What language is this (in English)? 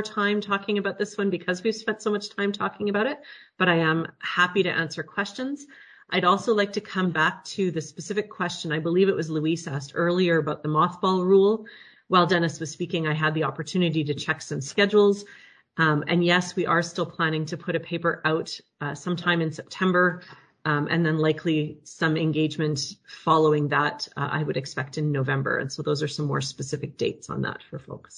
English